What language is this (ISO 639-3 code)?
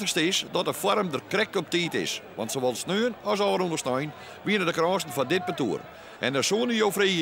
fry